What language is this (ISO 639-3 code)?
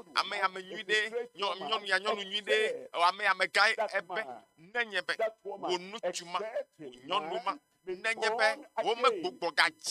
ewe